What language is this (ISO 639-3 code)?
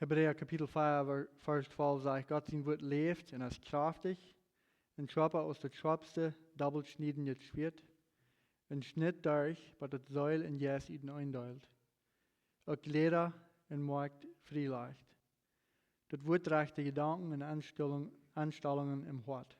pdt